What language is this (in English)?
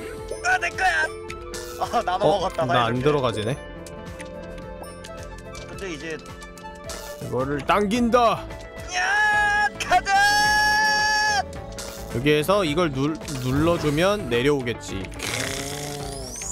Korean